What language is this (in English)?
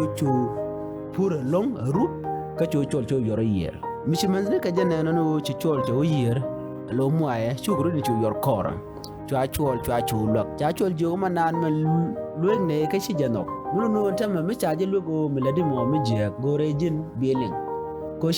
Nuer